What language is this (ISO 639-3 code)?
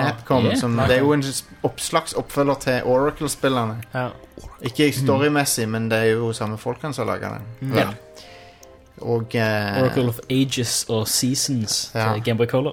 nor